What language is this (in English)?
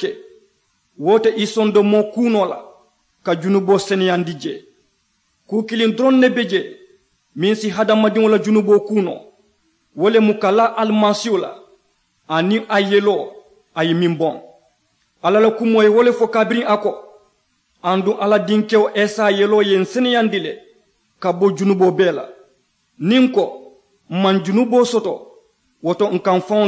Mandingo